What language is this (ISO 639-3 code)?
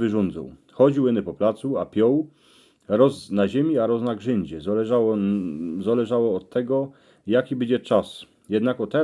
szl